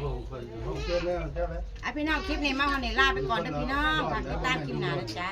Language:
Northeastern Thai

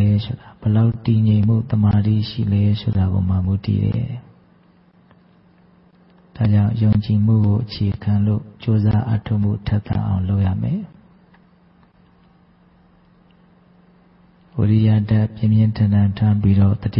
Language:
Burmese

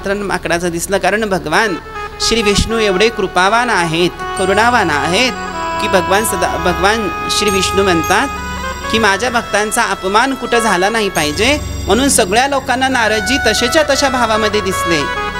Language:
Marathi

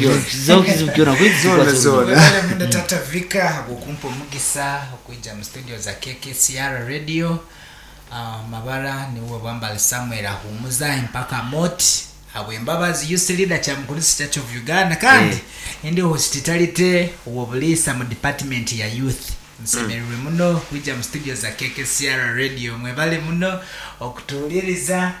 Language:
Nyoro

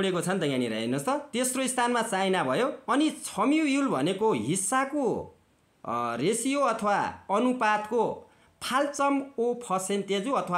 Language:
Nepali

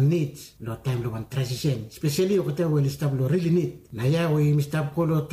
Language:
Bislama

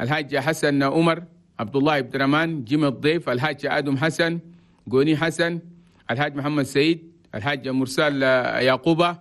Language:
Chadian Arabic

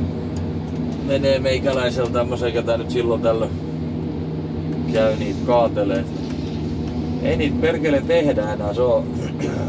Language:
Finnish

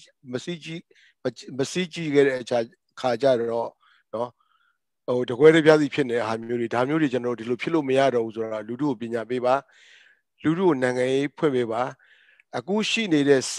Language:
Burmese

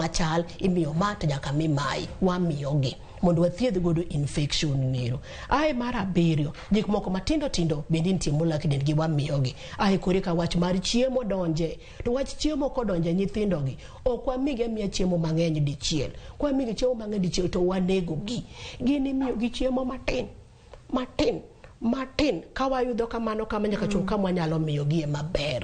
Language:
Luo (Kenya and Tanzania)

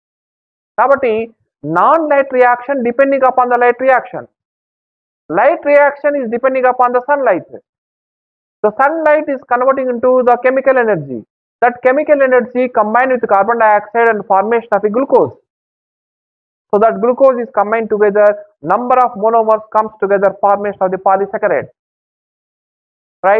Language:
Telugu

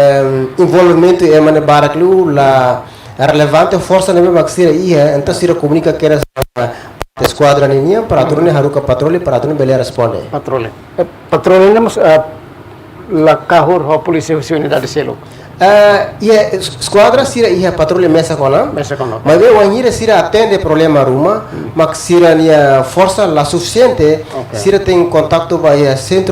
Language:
Tetum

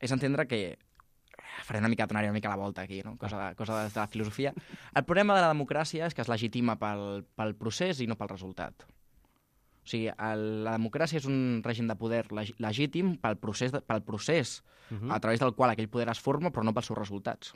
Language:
Catalan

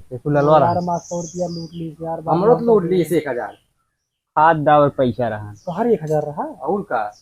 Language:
Awadhi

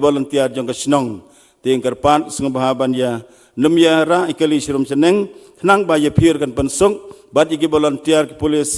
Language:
Khasi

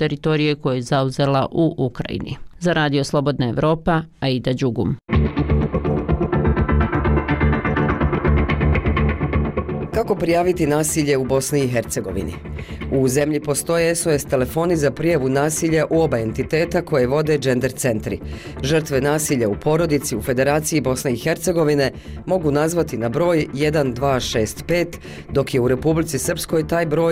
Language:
Bosnian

